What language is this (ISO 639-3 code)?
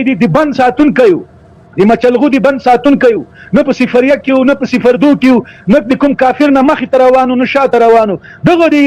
pus